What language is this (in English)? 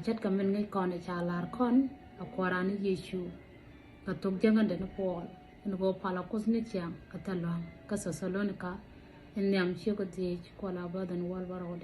Nuer